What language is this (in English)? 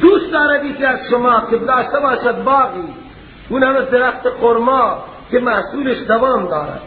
Persian